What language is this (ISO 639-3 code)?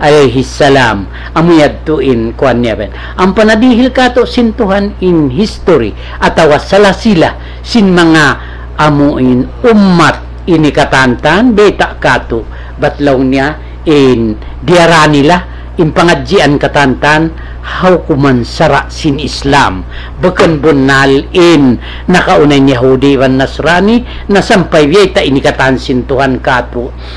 tsg